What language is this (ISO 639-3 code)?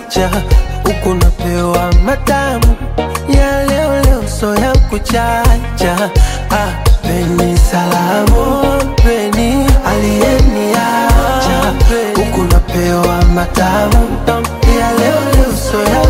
swa